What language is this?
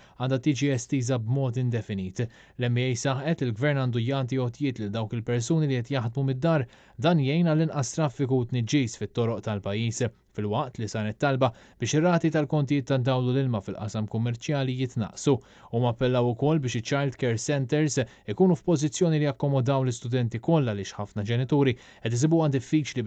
Maltese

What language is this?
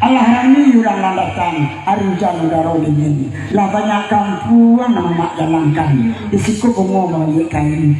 Minangkabau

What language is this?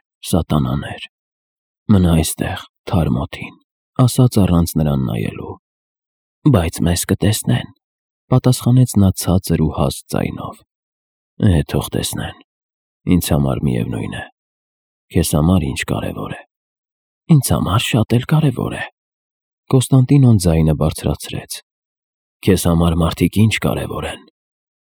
Armenian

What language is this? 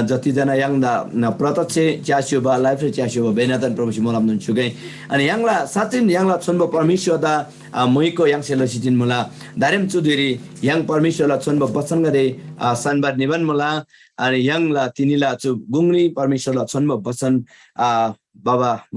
Eastern Tamang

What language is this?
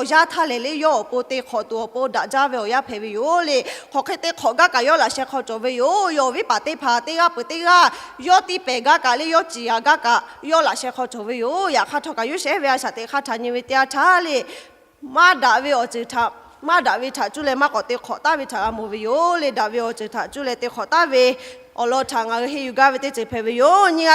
Lahu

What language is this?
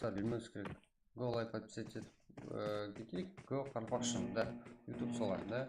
Kara-Kalpak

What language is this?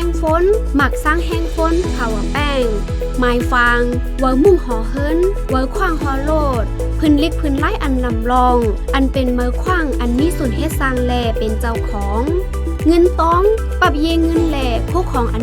Shan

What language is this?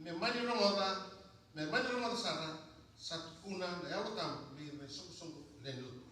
Fijian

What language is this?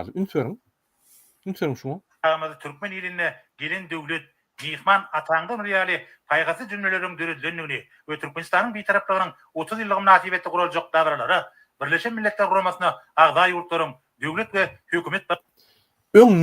Turkmen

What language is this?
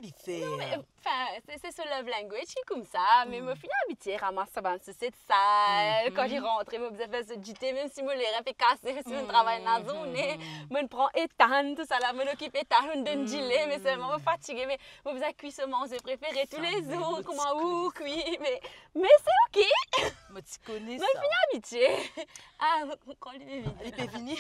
Morisyen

